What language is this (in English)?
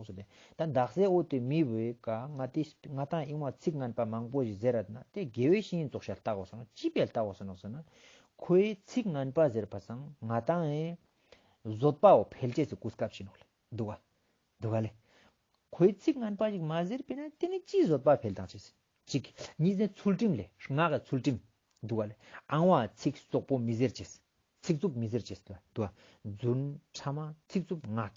Ladakhi